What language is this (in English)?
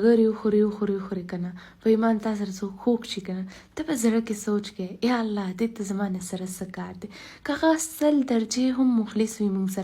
Pashto